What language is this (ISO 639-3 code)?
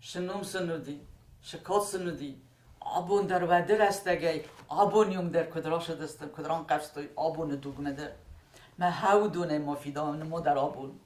oss